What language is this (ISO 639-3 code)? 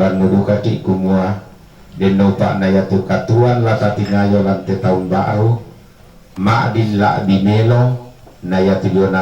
sda